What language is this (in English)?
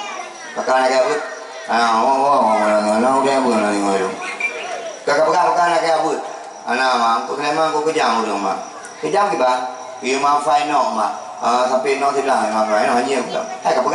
Achinese